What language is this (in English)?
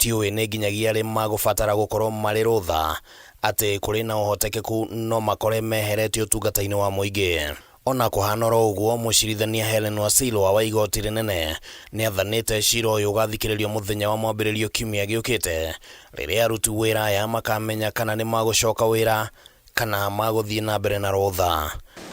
Kikuyu